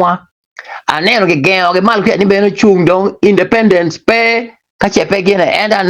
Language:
Acoli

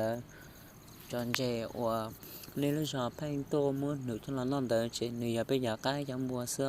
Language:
Hmong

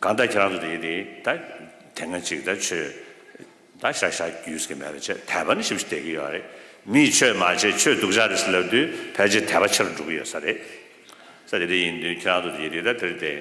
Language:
Tibetan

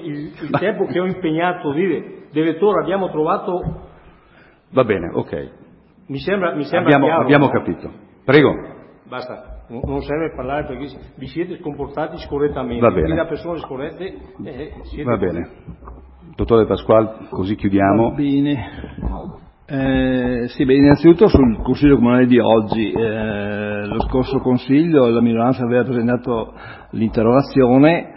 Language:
Italian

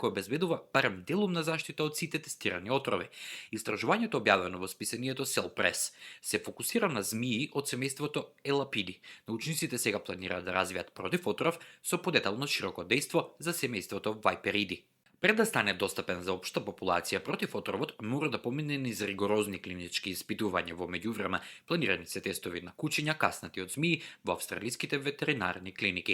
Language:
Macedonian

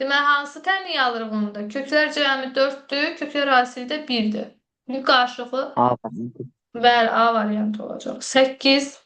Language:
Azerbaijani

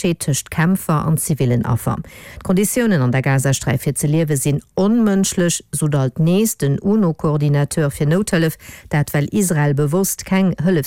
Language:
Luxembourgish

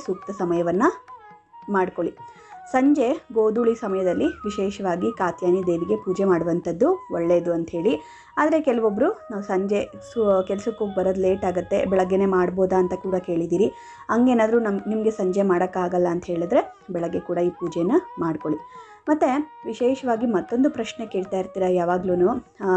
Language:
Kannada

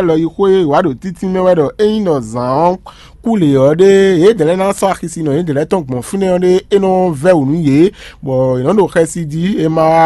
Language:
Fon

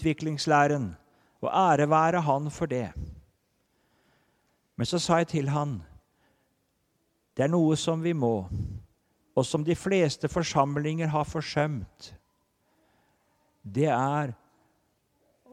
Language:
Norwegian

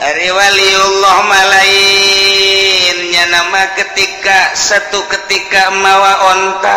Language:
Sundanese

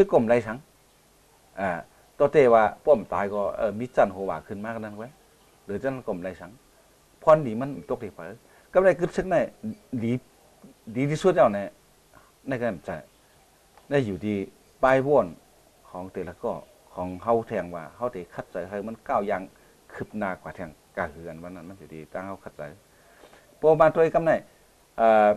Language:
Shan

